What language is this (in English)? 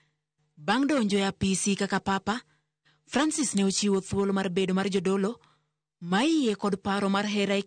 Luo (Kenya and Tanzania)